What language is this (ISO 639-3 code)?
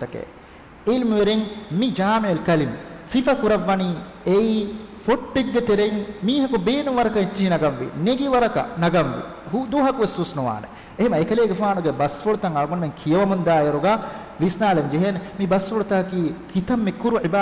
div